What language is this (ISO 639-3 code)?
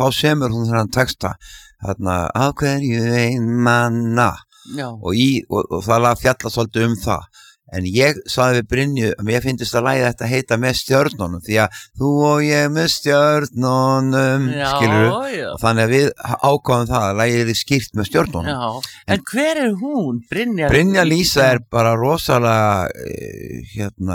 isl